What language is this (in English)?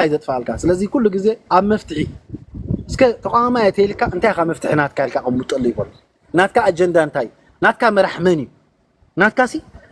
Tigrinya